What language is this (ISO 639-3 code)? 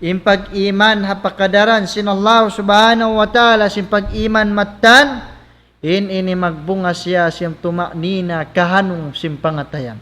tsg